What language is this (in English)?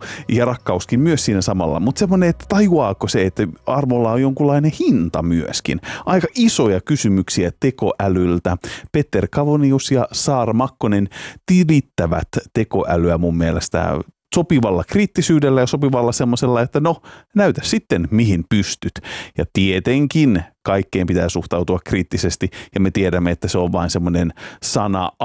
Finnish